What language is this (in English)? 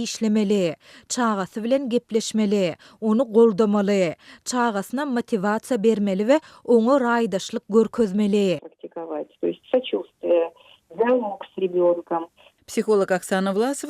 Turkmen